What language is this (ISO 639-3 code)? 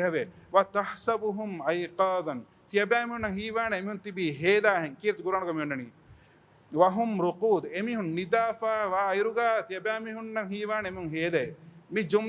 div